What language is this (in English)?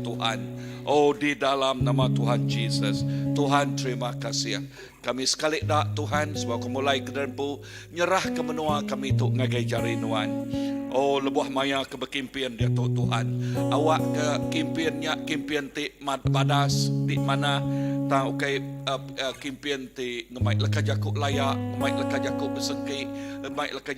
Iban